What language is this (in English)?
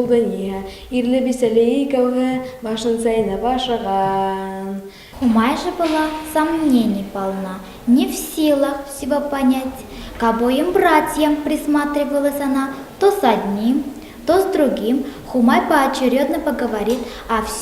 Bashkir